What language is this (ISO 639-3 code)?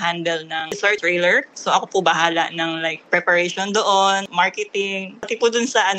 fil